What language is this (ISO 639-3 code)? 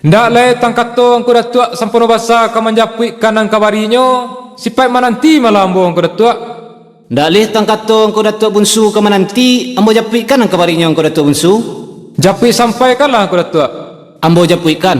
min